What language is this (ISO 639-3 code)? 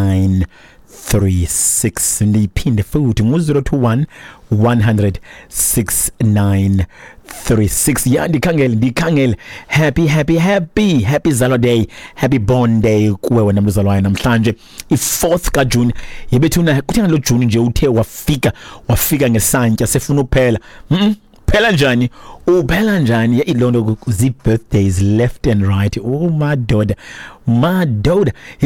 xho